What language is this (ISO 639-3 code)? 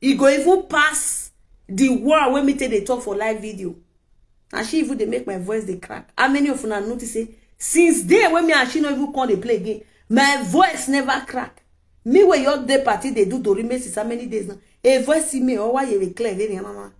pcm